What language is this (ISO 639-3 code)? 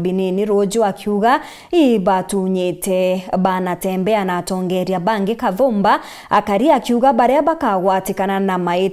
mer